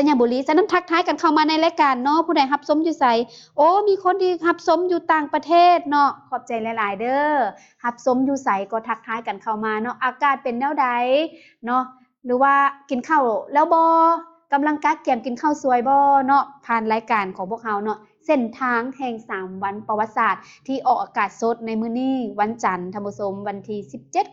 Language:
Lao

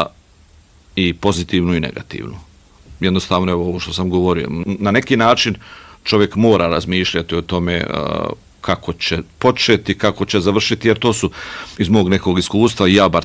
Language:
Bosnian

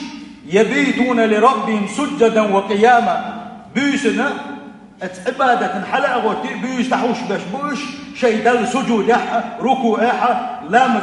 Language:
Chechen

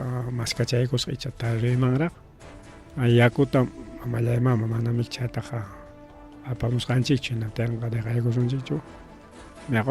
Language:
Ayacucho Quechua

